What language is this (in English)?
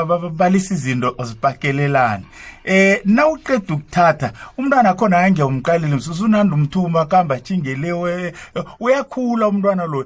South Ndebele